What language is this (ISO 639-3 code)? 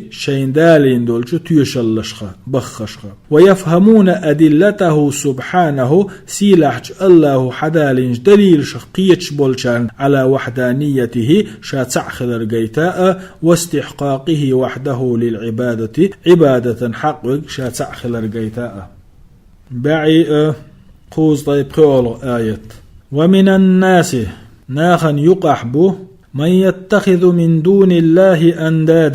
che